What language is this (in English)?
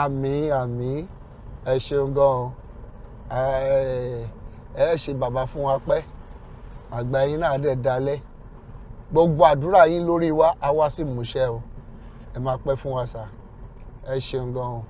Yoruba